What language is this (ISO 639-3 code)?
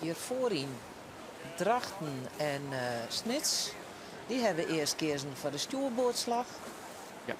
fry